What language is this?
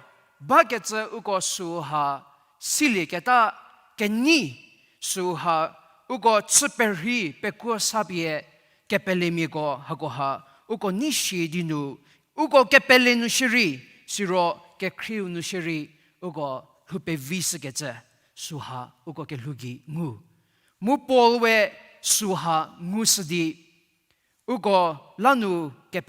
Angami Naga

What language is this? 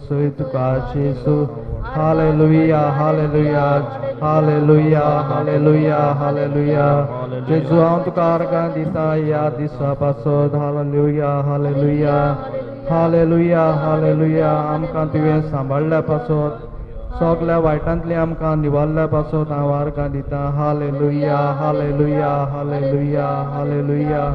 Konkani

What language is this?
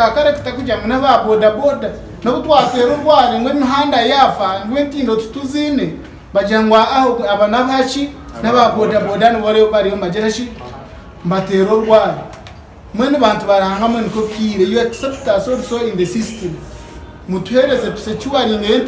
Nyankole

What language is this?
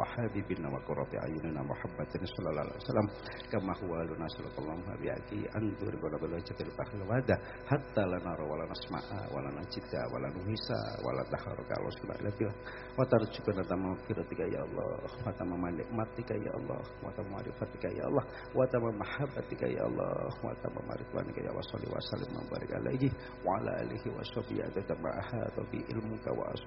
Javanese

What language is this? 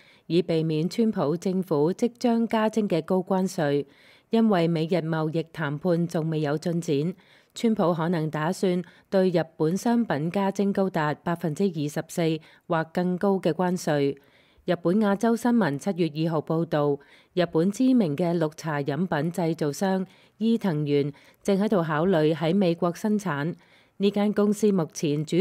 Cantonese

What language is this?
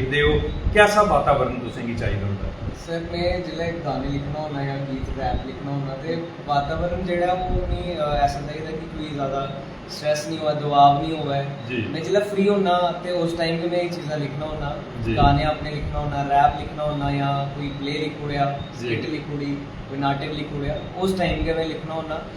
Dogri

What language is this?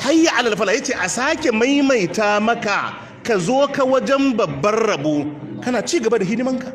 Hausa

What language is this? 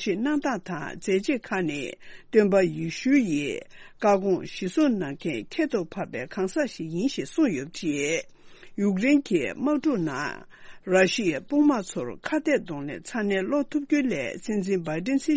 Tibetan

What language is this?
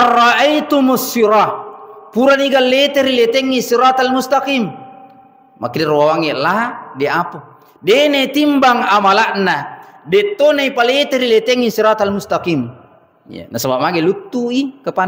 Buginese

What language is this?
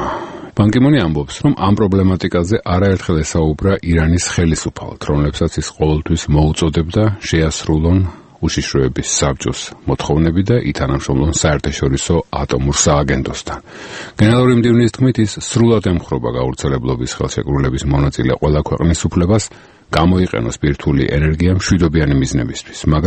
Georgian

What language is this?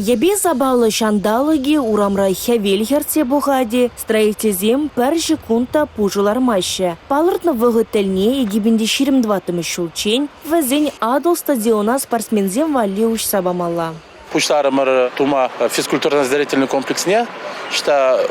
Chuvash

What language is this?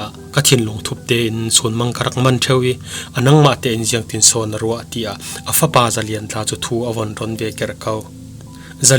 Falam Chin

